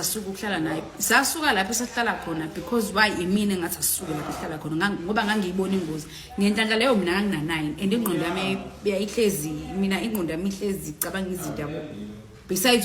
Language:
Zulu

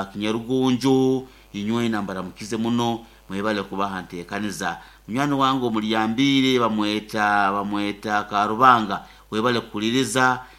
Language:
Nyoro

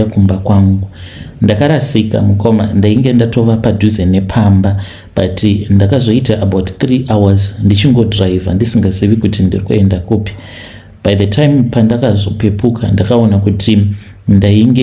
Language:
Shona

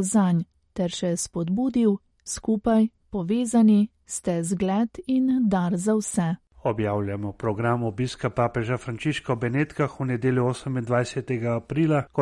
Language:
Slovenian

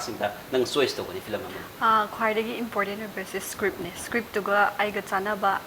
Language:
Manipuri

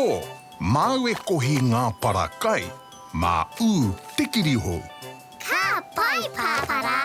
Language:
Māori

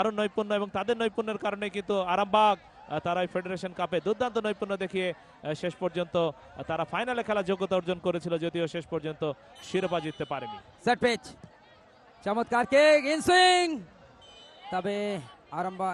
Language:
Bangla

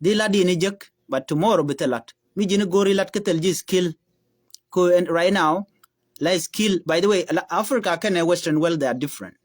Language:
Nuer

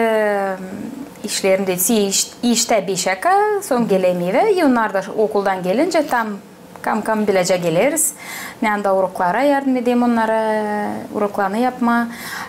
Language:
Gagauz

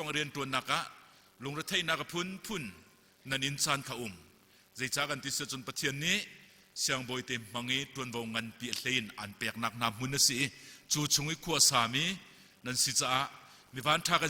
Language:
Hakha Chin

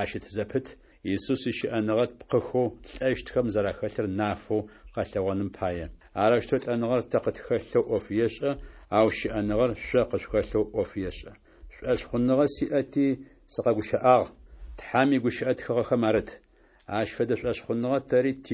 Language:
Adyghe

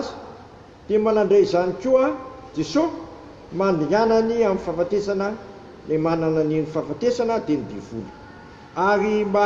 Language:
Malagasy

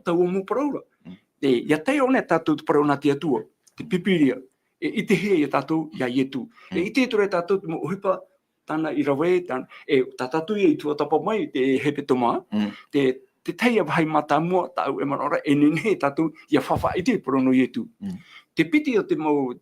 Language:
Tahitian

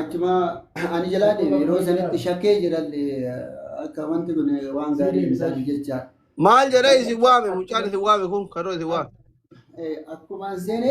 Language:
Oromo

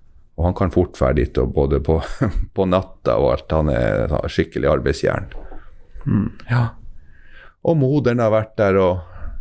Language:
Norwegian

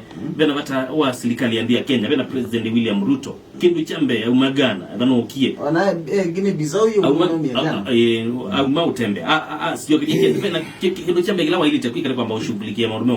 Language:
Kamba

